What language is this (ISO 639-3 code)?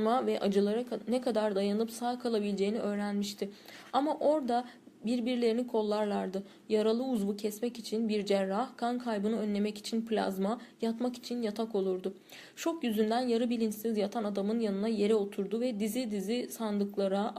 tur